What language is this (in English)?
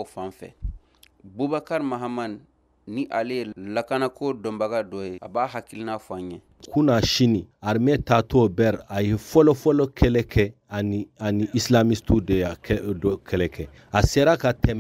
Bambara